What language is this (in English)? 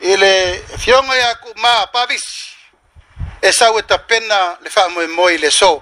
Samoan